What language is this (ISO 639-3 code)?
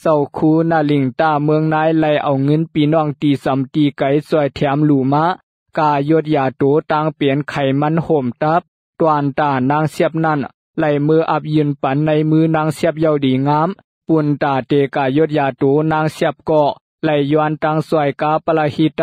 shn